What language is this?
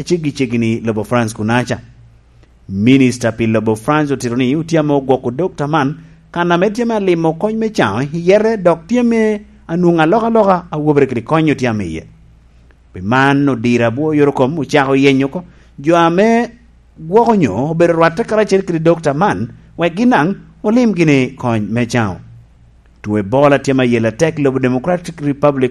Lango (Uganda)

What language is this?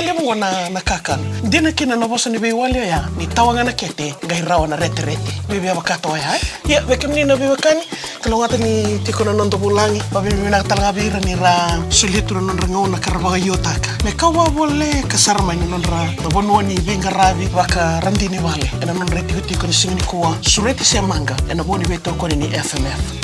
Fijian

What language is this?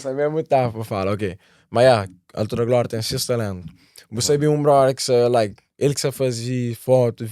Kabuverdianu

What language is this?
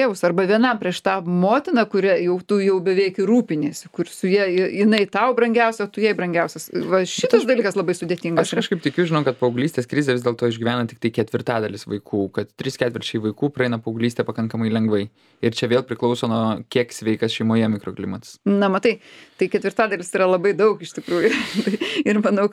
Lithuanian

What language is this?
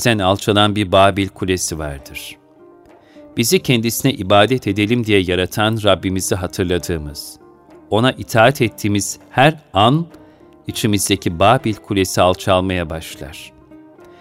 Turkish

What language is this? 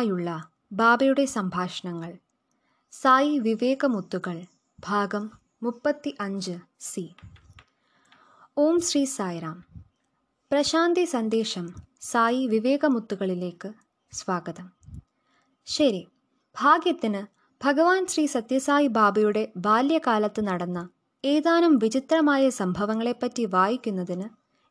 Malayalam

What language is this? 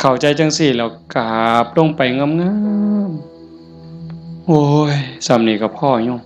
Northeastern Thai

